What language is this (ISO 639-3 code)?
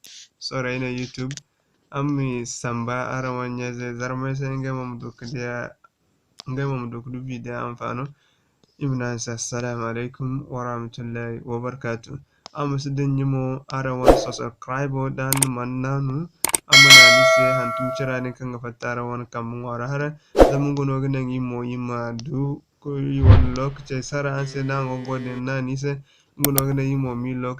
dje